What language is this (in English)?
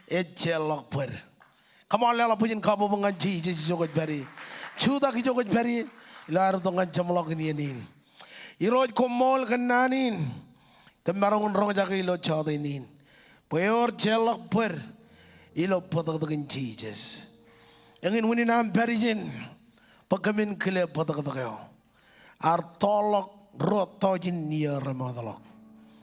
Marshallese